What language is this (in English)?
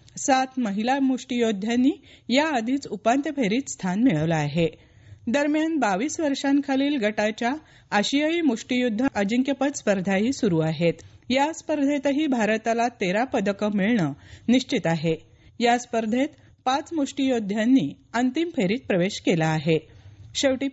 Marathi